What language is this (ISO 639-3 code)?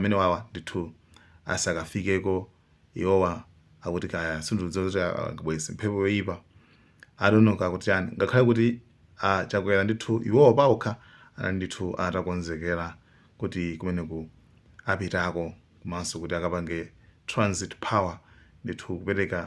nya